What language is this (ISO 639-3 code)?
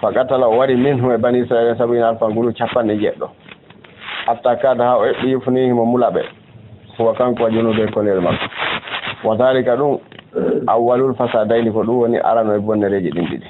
ful